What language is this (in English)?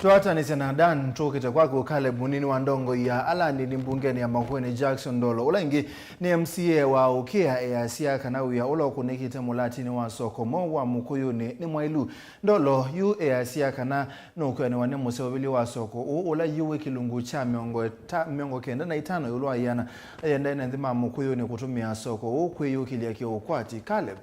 Kamba